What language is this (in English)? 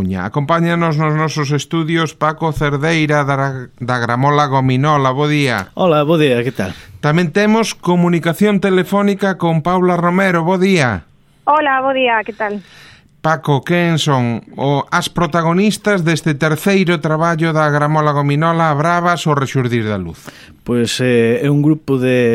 Galician